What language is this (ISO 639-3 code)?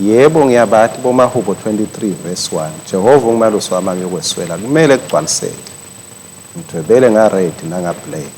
ssw